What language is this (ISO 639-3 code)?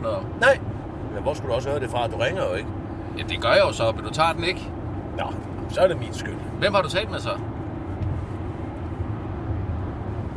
dan